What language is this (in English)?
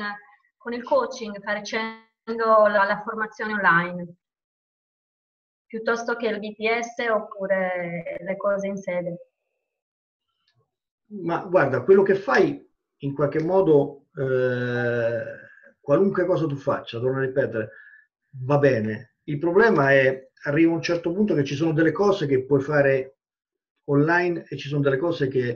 Italian